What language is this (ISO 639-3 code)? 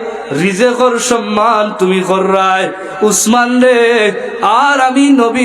syl